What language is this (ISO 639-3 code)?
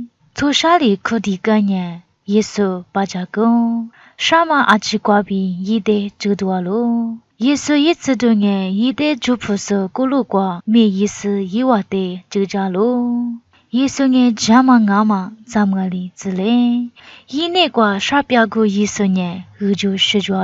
lis